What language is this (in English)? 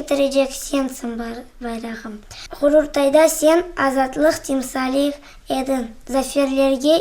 Crimean Tatar